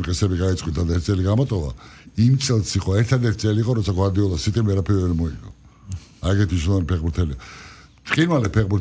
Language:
Georgian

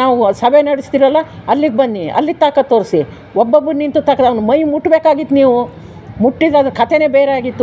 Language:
Kannada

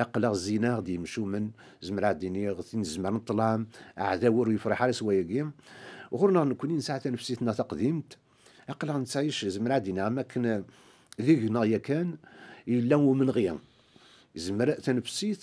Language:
Kabyle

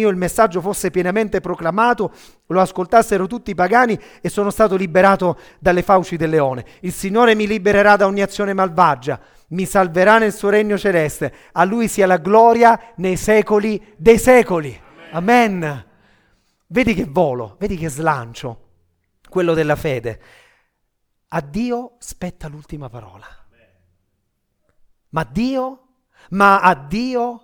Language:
Italian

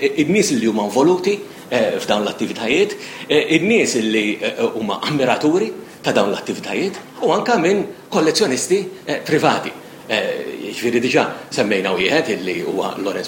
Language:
Maltese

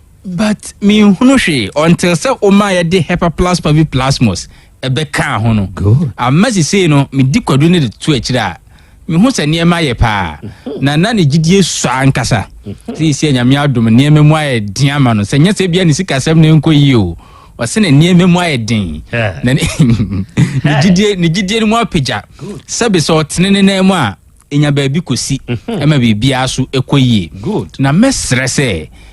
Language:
Akan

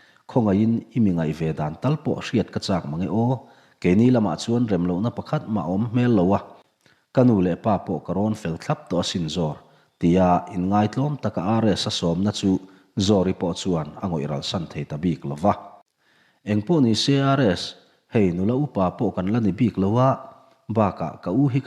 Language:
Mizo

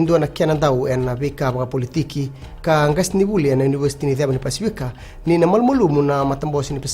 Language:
Fijian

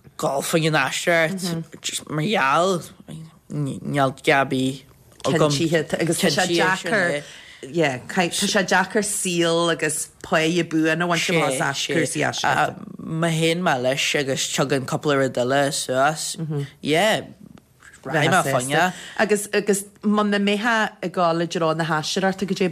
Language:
Irish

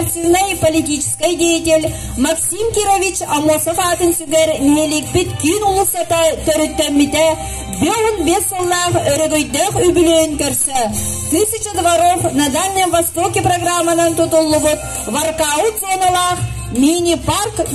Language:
Yakut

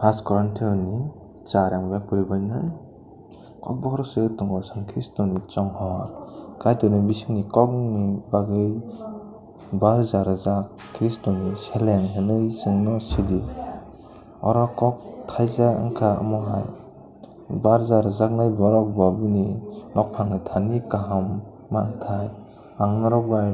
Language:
Kok Borok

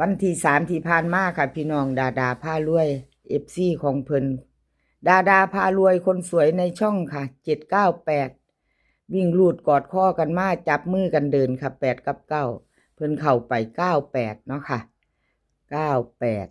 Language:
Northeastern Thai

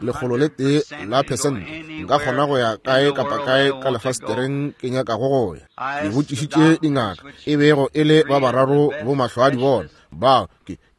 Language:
Northern Sotho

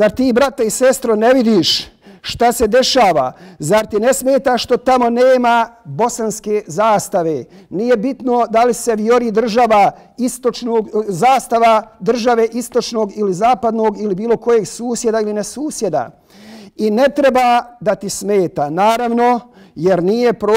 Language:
Bosnian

